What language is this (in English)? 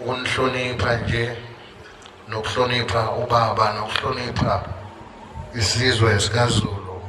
Zulu